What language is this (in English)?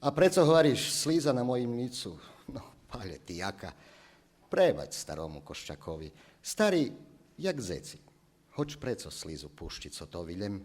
Rusyn